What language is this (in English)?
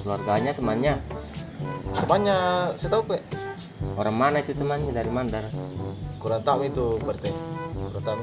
Makassar Malay